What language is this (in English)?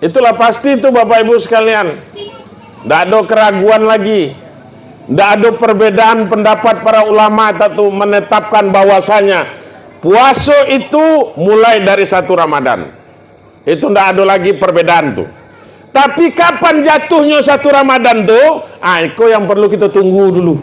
Minangkabau